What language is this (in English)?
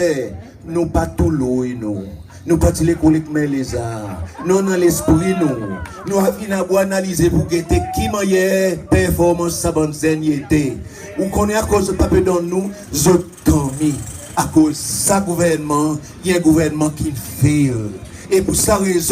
Seselwa Creole French